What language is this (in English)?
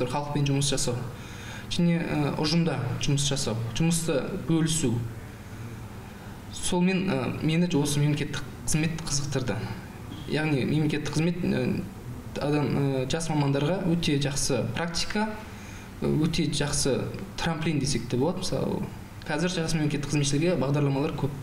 Kazakh